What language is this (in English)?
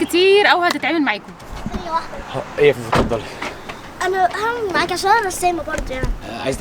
Egyptian Arabic